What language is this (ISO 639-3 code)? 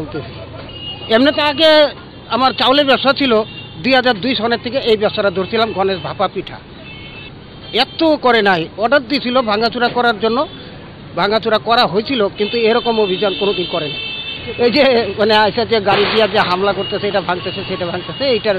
ben